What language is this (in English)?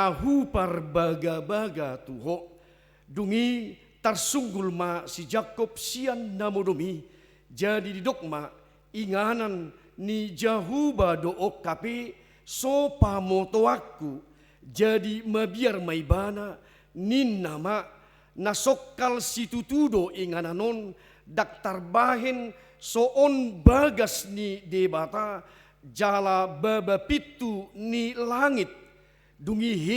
Batak Toba